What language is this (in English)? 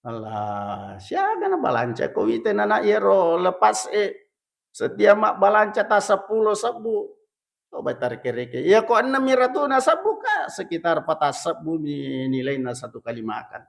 Buginese